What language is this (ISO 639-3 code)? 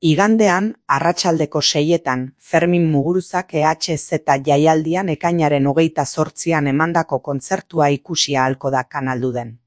eus